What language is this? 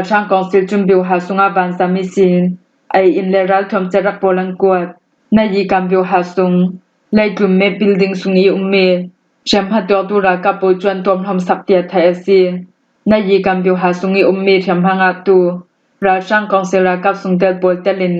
Falam Chin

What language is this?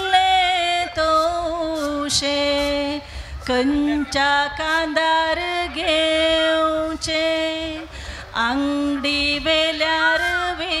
Konkani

